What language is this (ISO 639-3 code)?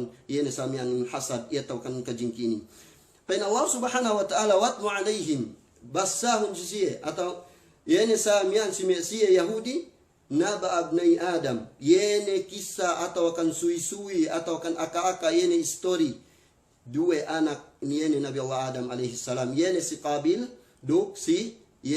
yka